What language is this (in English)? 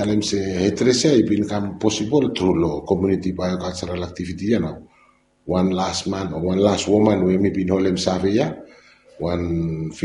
Bislama